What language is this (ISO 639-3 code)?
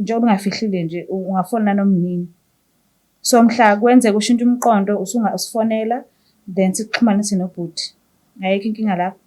zul